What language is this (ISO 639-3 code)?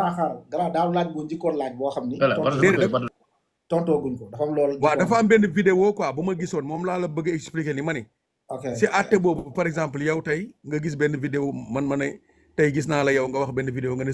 wol